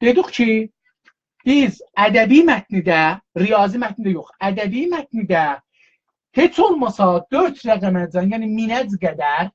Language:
South Azerbaijani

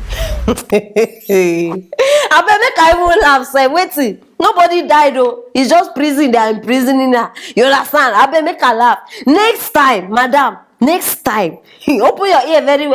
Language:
Nigerian Pidgin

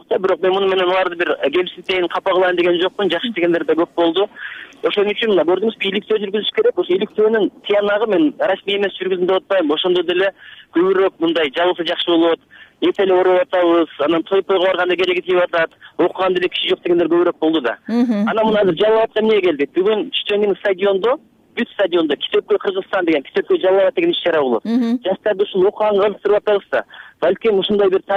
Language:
Kyrgyz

